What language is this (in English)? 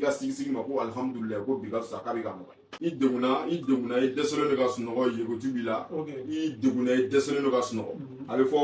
Bambara